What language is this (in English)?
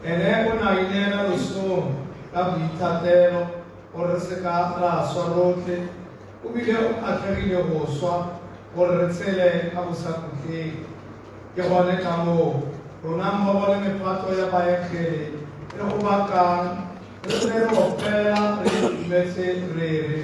Tswana